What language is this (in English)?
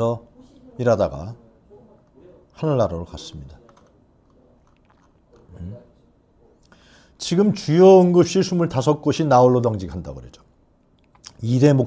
Korean